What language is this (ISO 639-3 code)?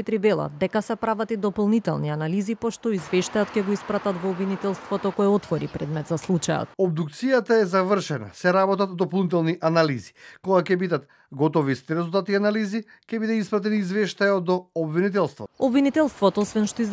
mkd